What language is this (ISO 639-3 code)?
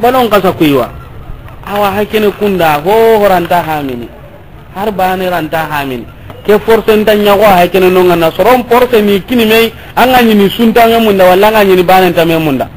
snk